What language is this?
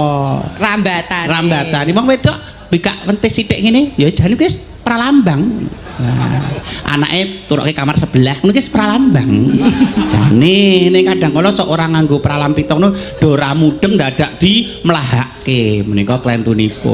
Javanese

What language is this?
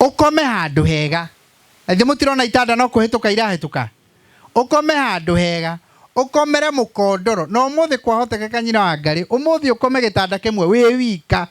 Kikuyu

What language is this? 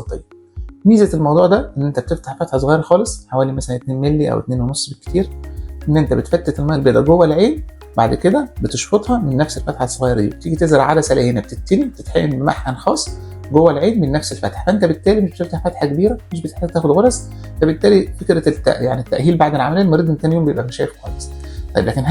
Egyptian Arabic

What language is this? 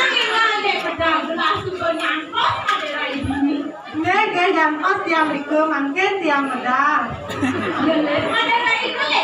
Balinese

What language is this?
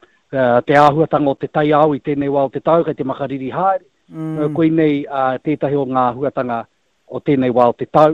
Māori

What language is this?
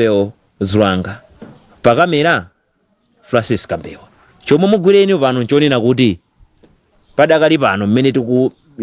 Nyanja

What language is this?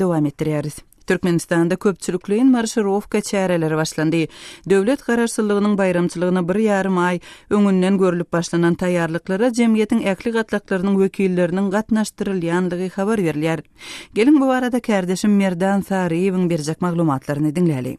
Turkmen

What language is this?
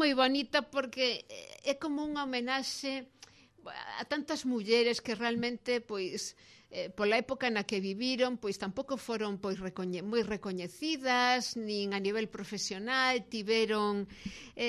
Galician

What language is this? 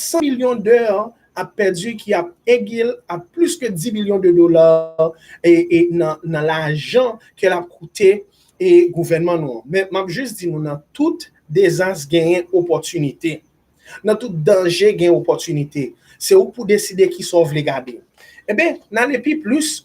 Haitian Creole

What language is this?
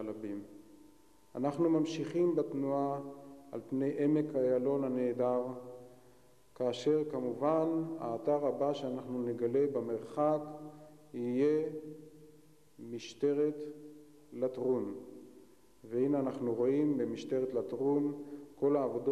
Hebrew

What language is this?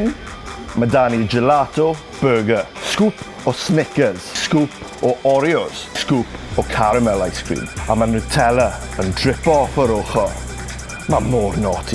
Welsh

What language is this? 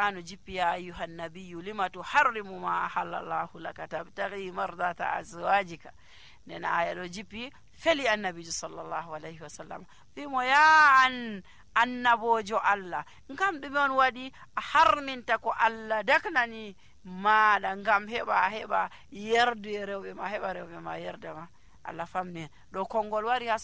Nigerian Fulfulde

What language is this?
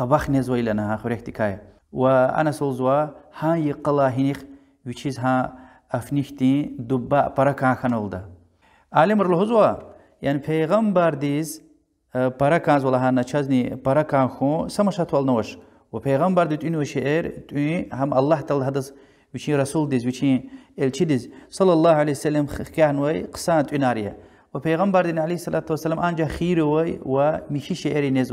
Lezghian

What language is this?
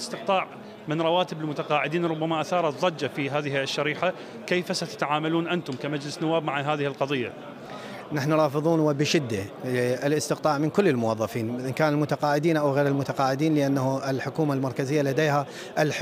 Mesopotamian Arabic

